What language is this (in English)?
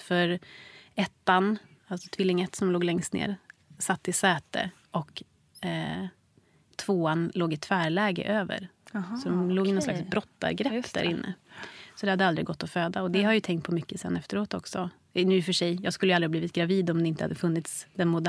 Swedish